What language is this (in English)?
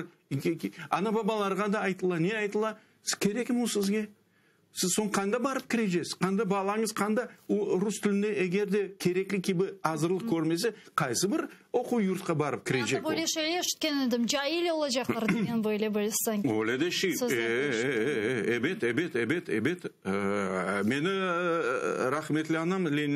Crimean Tatar